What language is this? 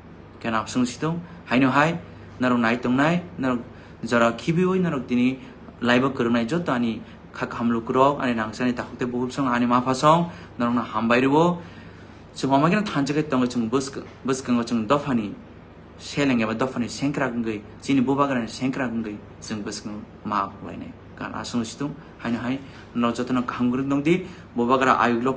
Kok Borok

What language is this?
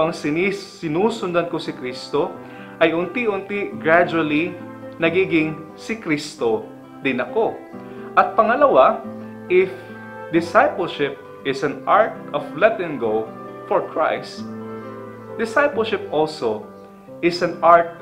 Filipino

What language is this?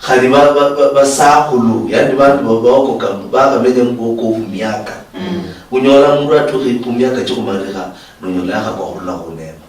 Luyia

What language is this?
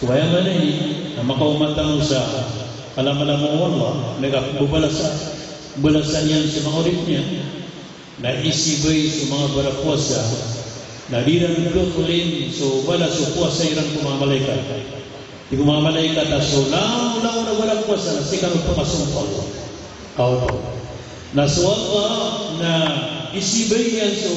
Maranao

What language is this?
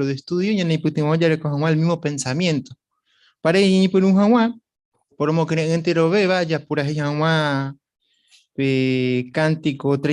Guarani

